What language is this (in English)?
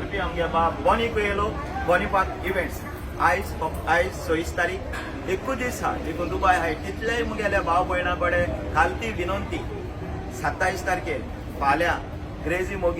Konkani